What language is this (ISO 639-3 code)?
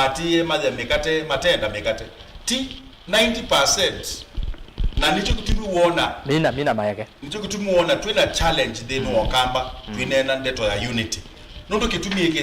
kam